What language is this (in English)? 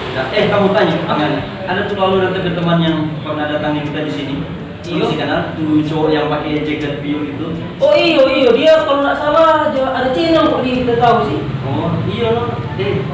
Manado Malay